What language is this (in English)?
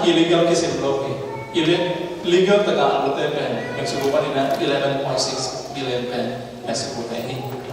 Tedim Chin